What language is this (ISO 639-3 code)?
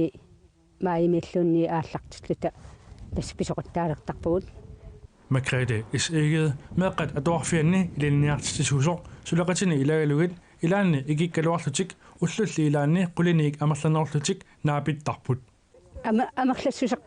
kal